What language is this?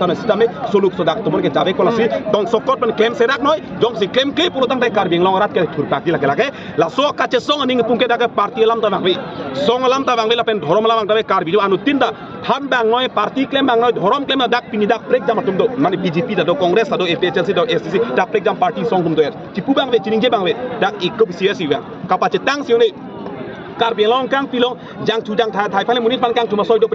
Karbi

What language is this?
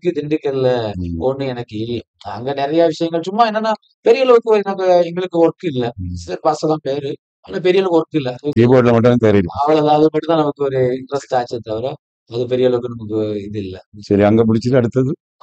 Tamil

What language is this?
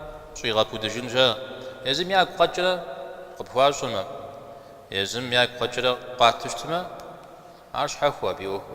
Kabardian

